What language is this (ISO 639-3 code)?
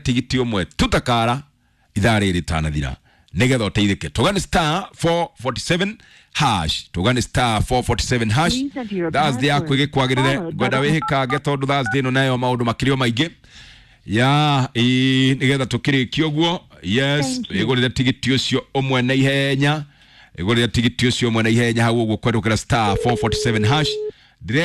kik